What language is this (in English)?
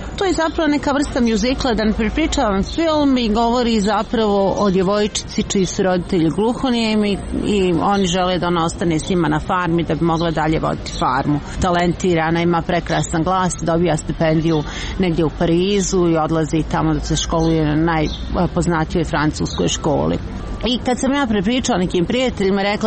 Croatian